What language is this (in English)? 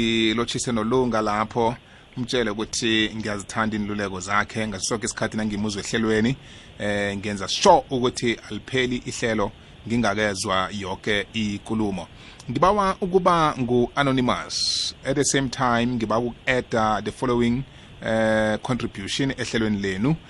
South Ndebele